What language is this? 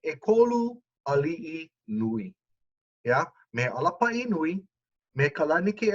Hawaiian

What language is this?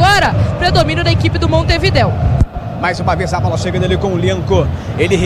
Portuguese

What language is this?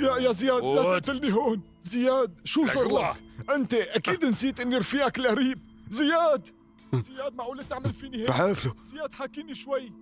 North Levantine Arabic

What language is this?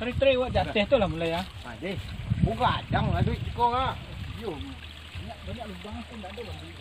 Minangkabau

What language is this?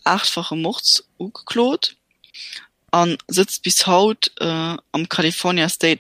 Luxembourgish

